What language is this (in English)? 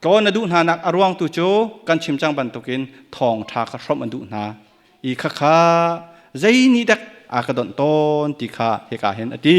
Hakha Chin